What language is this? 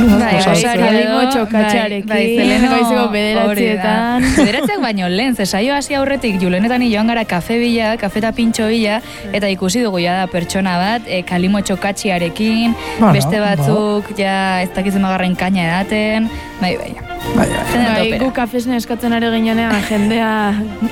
Basque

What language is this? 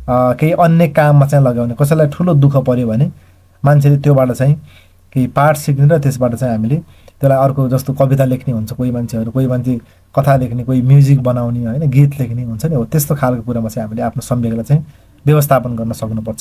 Nepali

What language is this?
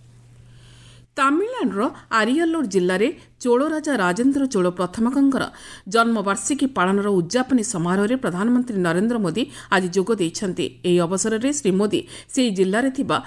Odia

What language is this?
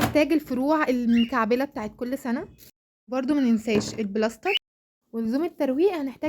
Egyptian Arabic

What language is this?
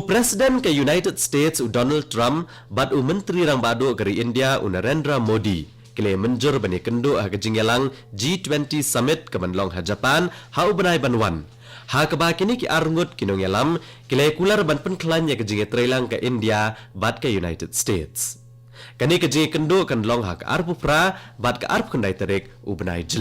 Khasi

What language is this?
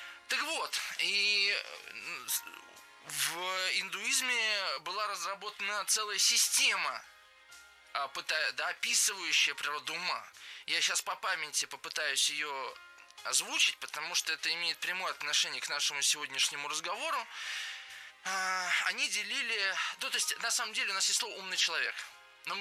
Russian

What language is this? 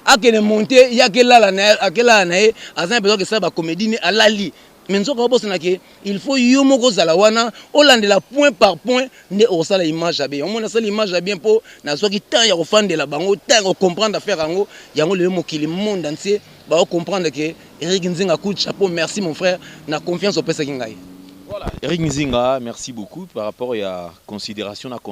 Lingala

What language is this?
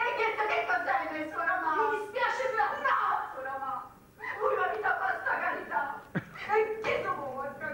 Neapolitan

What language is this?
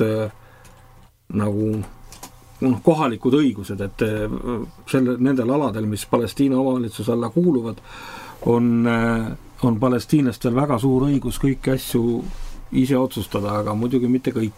Estonian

